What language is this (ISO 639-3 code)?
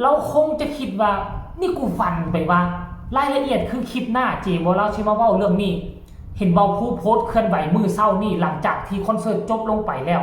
lao